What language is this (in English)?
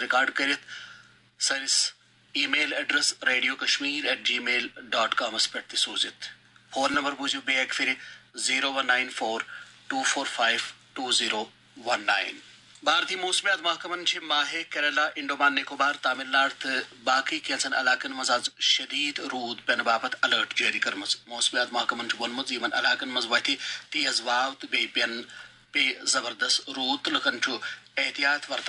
Kashmiri